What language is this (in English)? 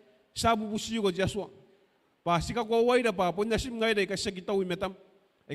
Gilbertese